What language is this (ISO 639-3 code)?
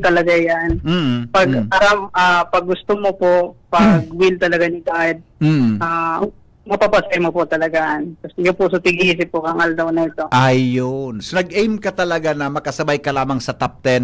bik